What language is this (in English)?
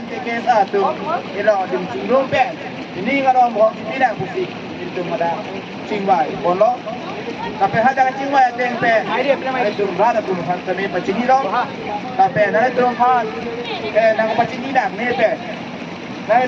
Karbi